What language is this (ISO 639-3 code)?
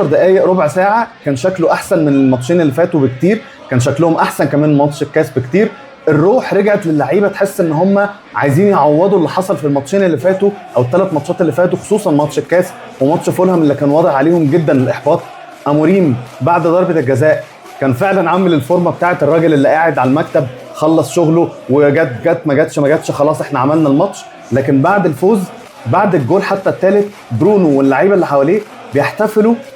arz